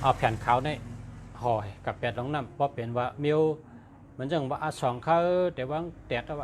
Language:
Shan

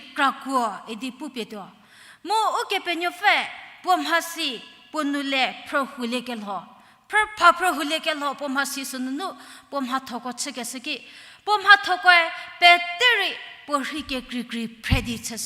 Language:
Angami Naga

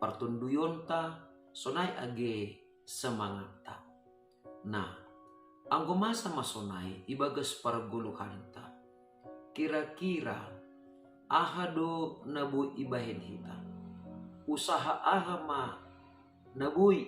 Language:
Batak Simalungun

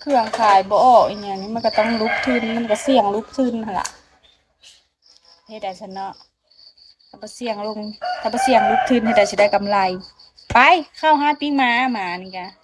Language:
Lao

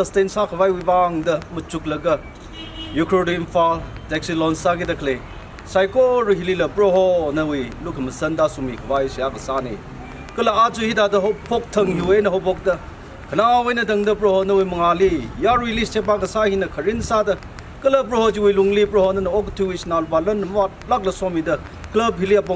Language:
Tangkhul Naga (India)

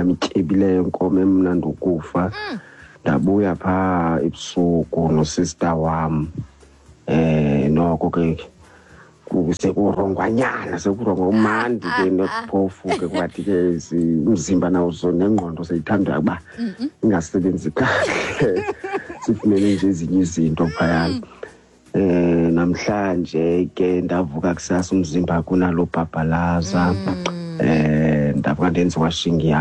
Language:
Xhosa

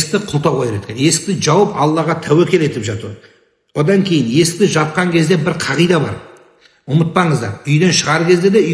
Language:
Kazakh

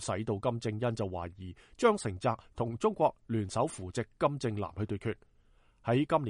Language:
Cantonese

